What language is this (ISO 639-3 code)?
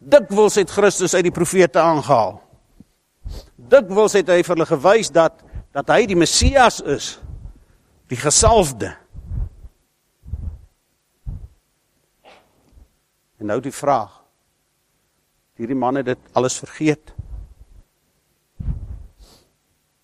afr